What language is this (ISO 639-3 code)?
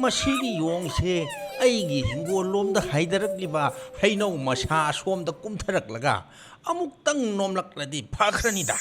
mni